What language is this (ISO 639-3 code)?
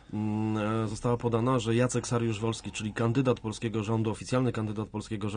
pol